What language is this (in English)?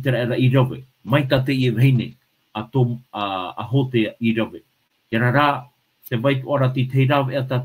Tahitian